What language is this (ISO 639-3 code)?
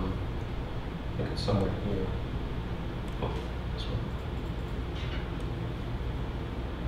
eng